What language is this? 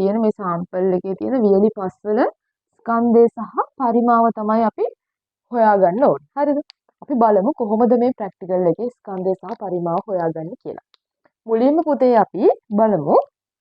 Sinhala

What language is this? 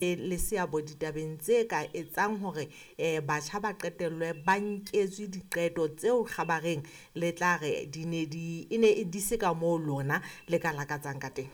Southern Sotho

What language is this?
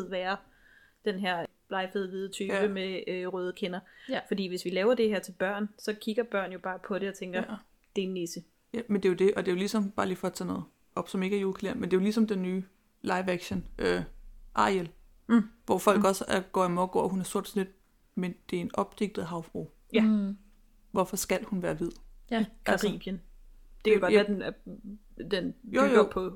Danish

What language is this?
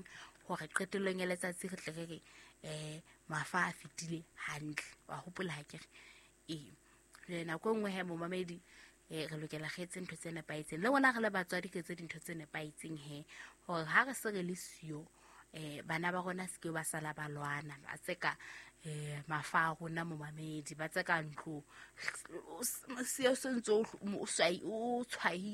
Southern Sotho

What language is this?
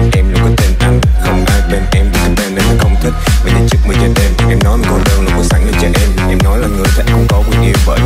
Vietnamese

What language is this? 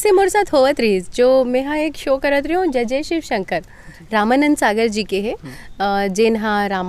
Chhattisgarhi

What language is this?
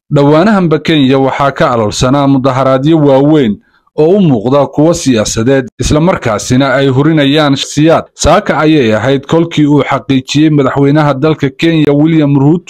Somali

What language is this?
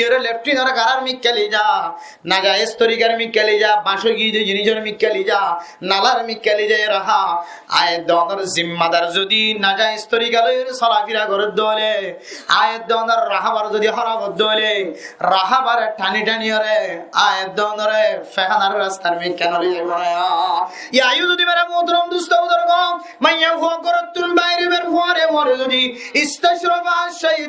Rohingya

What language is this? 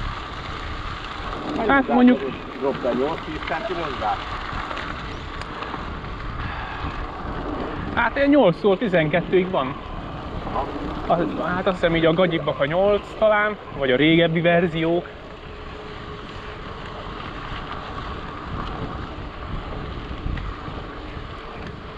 Hungarian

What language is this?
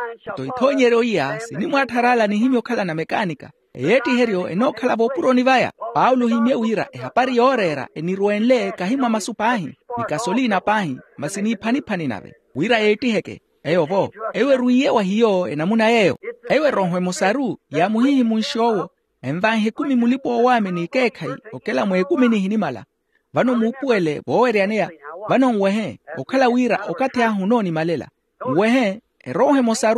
Makhuwa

